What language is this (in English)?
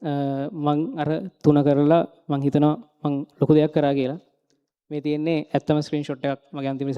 Sinhala